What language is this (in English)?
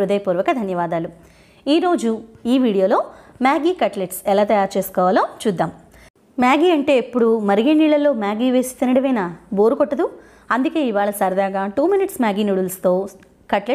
Telugu